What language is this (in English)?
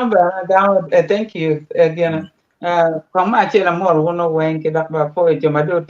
Acoli